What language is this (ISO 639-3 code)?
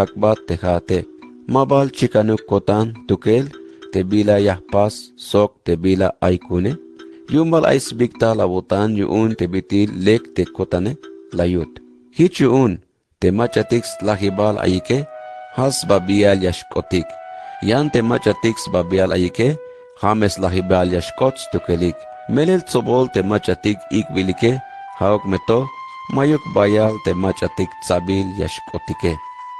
tzh